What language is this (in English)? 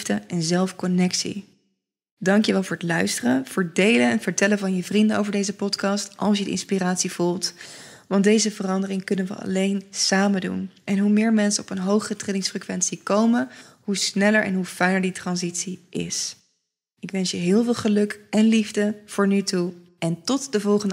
Dutch